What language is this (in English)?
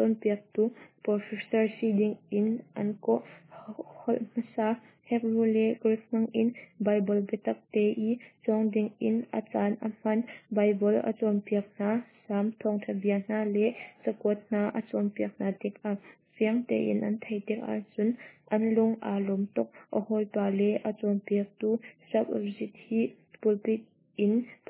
Hakha Chin